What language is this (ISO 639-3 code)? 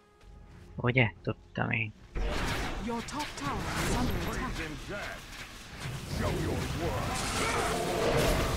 hun